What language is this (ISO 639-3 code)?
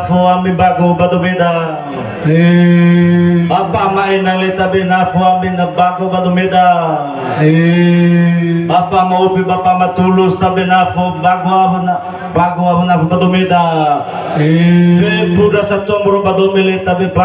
nia